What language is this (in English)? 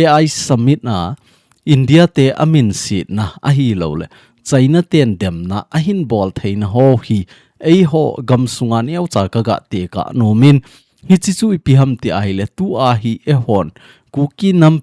Thado Chin